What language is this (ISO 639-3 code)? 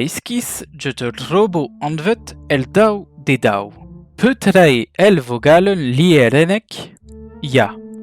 bre